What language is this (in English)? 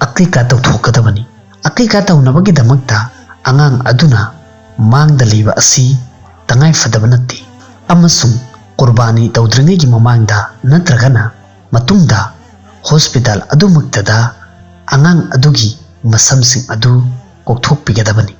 Manipuri